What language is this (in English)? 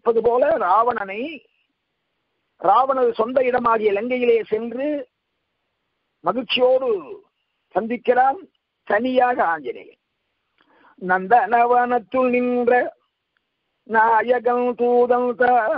Tamil